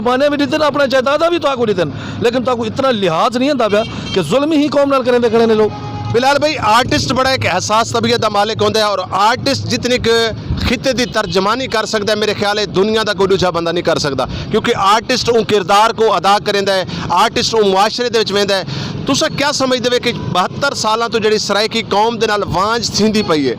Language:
Saraiki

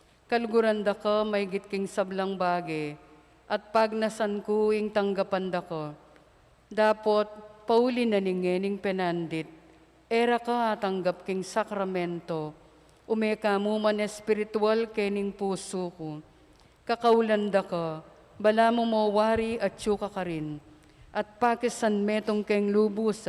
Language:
Pampanga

